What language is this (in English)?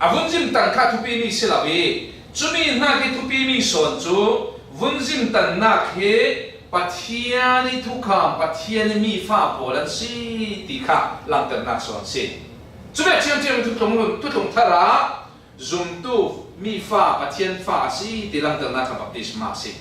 Falam Chin